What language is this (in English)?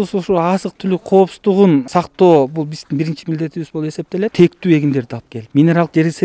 Kyrgyz